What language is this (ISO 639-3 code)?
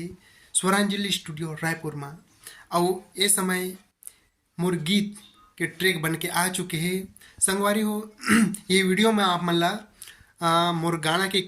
hne